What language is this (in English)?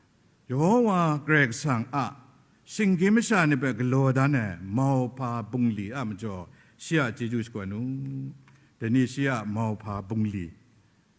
Kachin